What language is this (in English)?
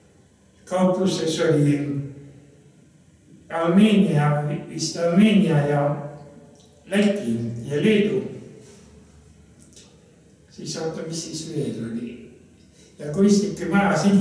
Estonian